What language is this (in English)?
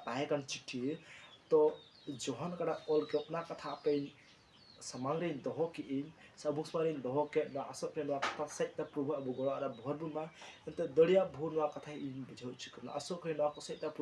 Santali